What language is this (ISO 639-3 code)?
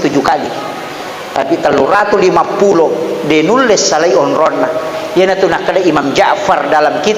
bug